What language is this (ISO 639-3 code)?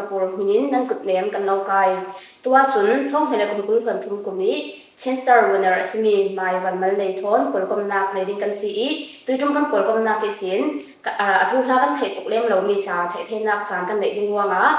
cfm